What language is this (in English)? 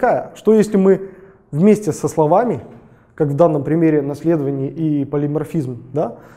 Russian